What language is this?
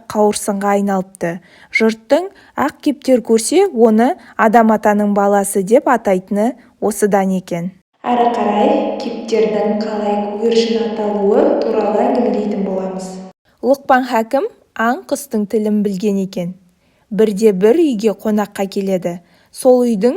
Kazakh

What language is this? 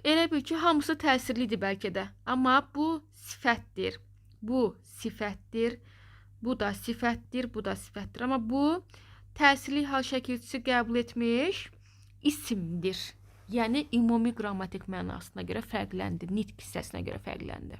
Azerbaijani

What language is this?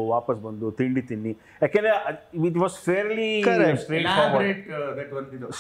Kannada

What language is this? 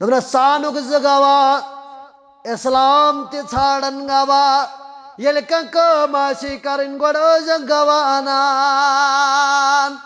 Kashmiri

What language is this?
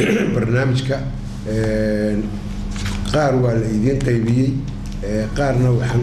Somali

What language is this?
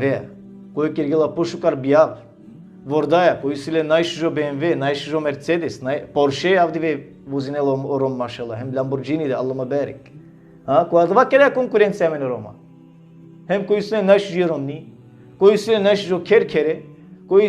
Balkan Romani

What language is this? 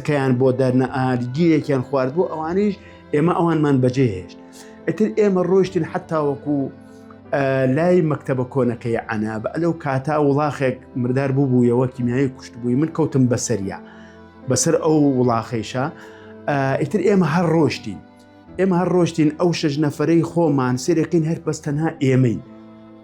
Central Kurdish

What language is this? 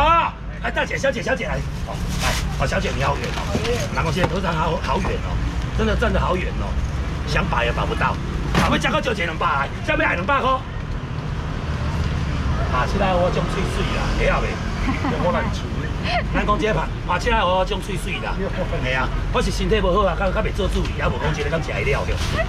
Min Nan Chinese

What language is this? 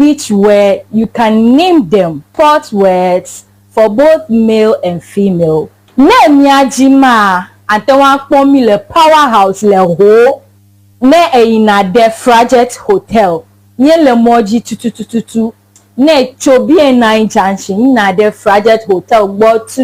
Ewe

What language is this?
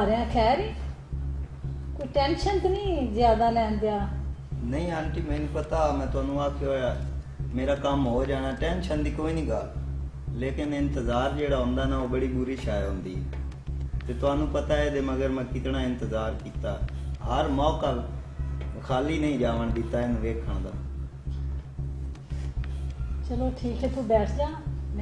Punjabi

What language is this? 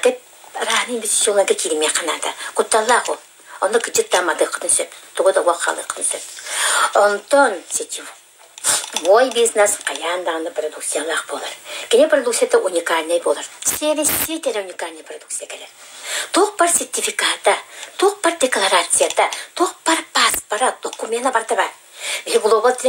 Yakut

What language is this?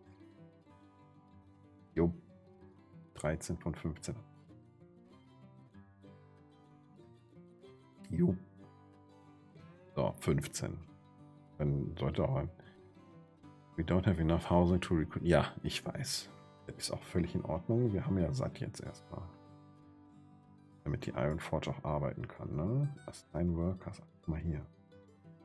German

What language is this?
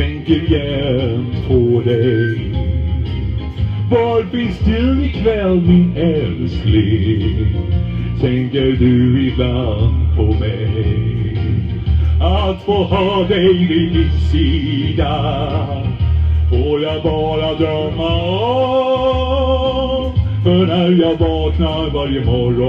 Swedish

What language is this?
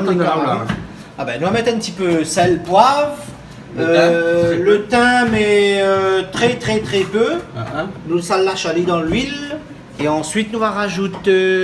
Réunion Creole French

